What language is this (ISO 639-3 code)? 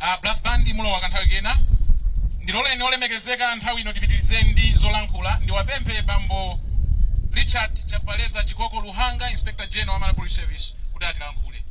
nya